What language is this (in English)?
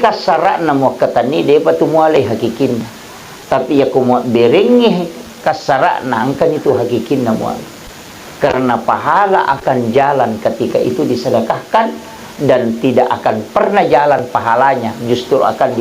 Buginese